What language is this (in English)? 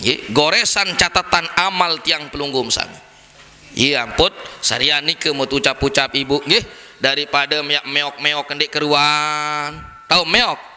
Sasak